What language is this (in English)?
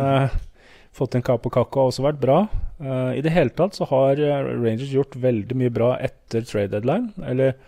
Norwegian